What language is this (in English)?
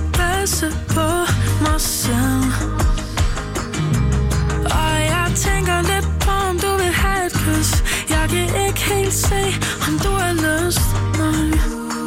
Danish